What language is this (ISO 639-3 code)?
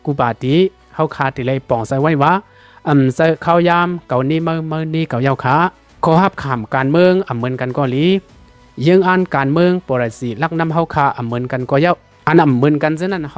lao